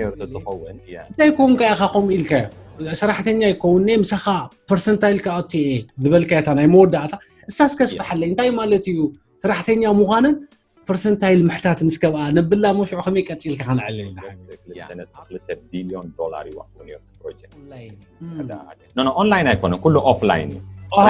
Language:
Tigrinya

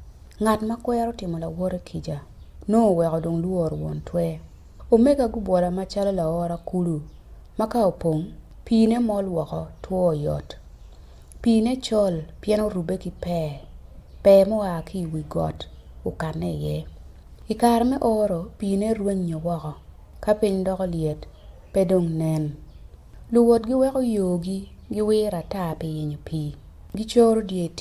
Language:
Acoli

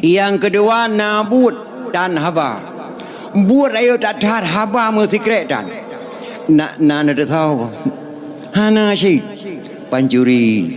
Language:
Achinese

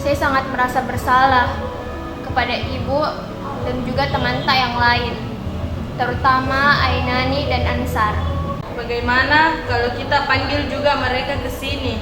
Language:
Makassar Malay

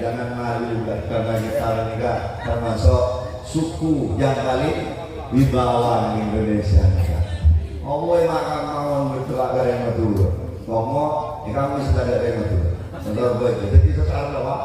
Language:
Madurese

